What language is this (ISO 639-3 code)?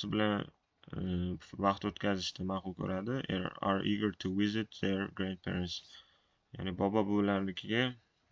uzb